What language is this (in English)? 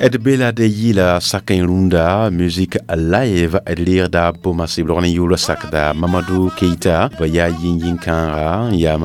Mossi